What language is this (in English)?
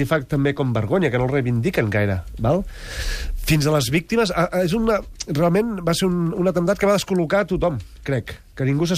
Catalan